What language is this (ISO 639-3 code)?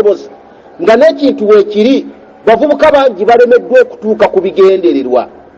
lug